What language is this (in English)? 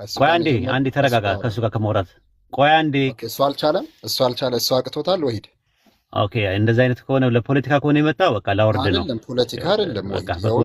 Amharic